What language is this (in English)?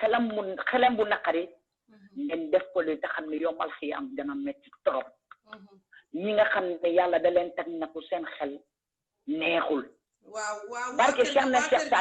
Wolof